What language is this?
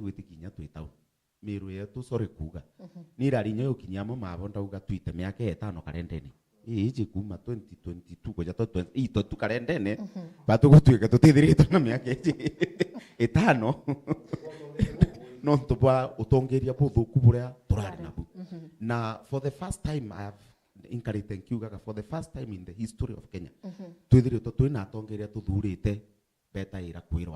Meru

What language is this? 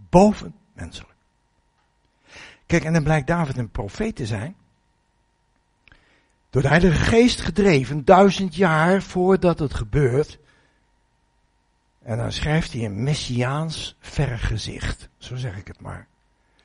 Dutch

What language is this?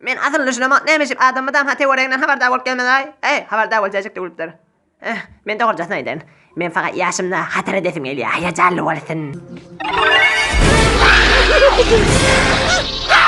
Turkmen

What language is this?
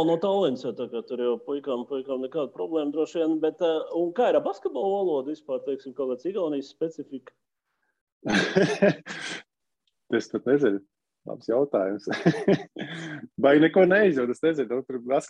Latvian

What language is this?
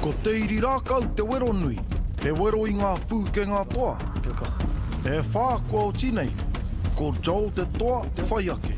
Māori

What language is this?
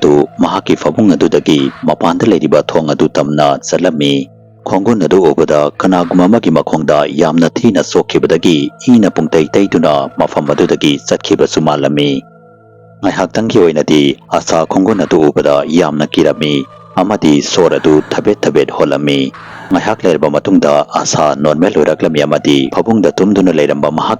Manipuri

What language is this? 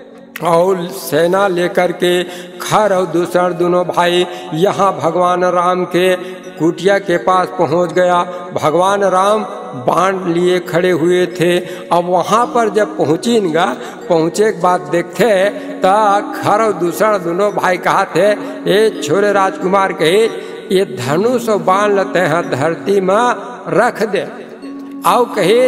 Chhattisgarhi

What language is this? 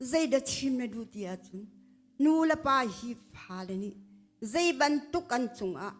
Hakha Chin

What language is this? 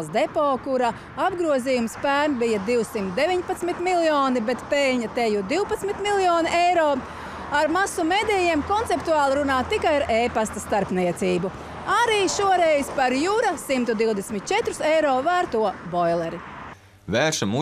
Latvian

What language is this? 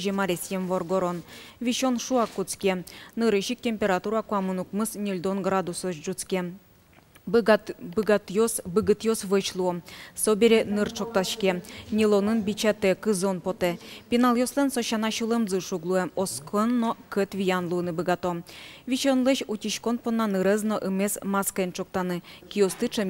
Udmurt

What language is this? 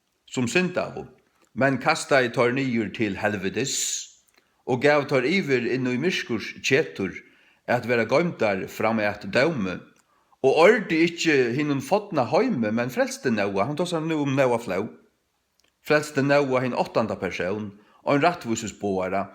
Faroese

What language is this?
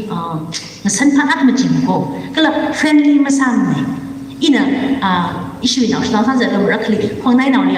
Tangkhul Naga (India)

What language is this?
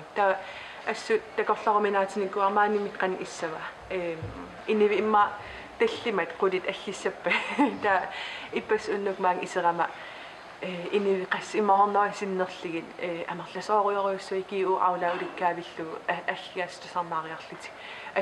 Kalaallisut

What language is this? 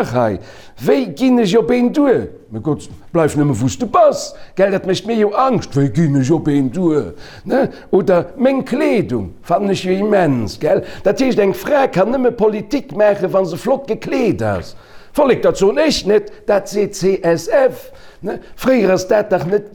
Luxembourgish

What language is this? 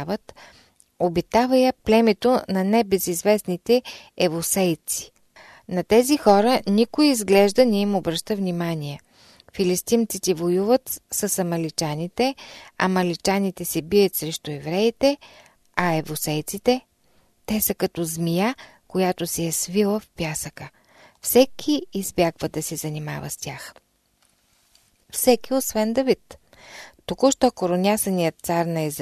Bulgarian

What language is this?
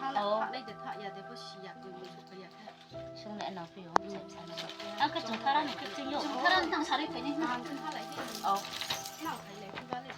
Riang (India)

